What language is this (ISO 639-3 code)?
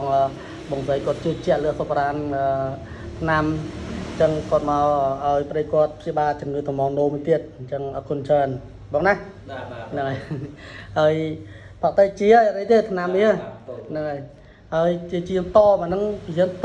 khm